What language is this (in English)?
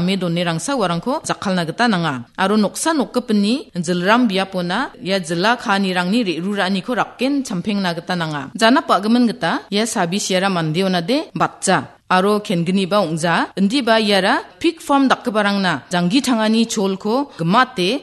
Garo